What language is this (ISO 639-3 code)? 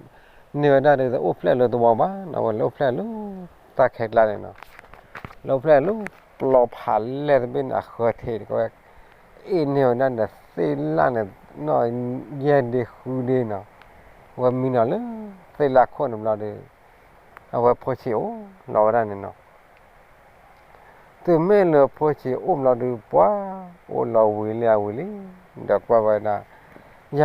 ksw